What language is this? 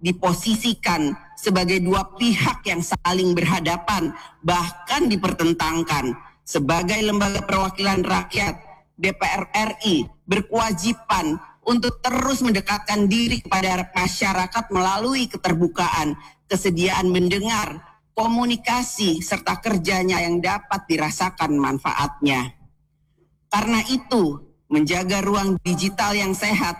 Indonesian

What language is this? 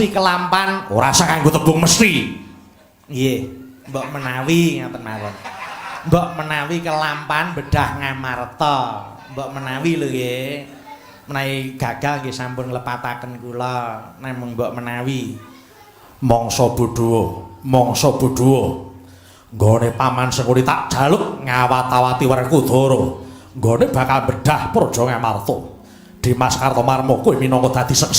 Javanese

